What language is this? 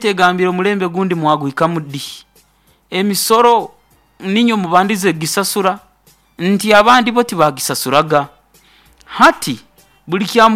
Nyoro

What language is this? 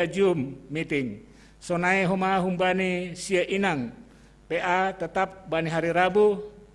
Batak Simalungun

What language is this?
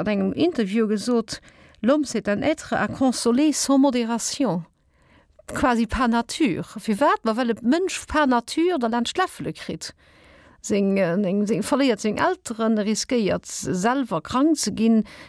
Luxembourgish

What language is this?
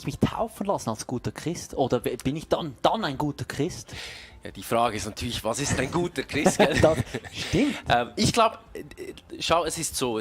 Swiss German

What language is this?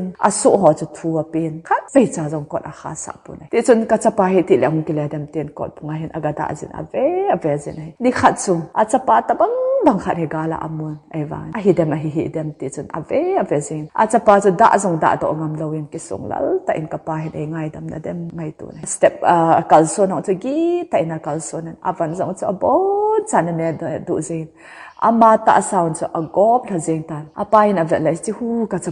Thado Chin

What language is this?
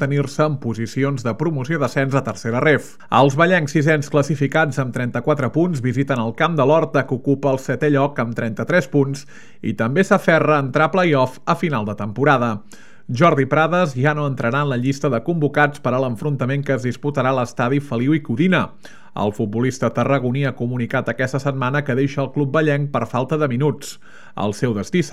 Catalan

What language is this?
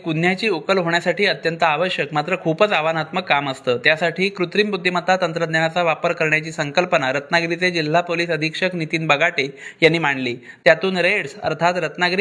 Marathi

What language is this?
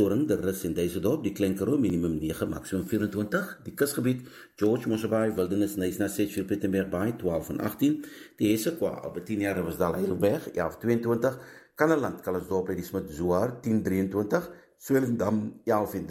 Afrikaans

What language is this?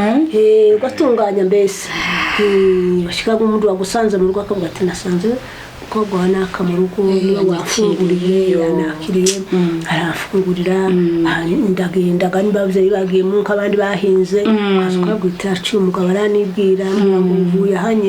Kinyarwanda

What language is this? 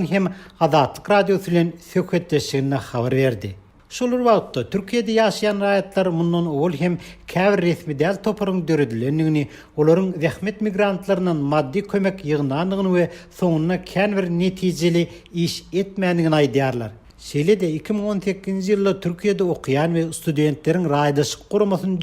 Turkmen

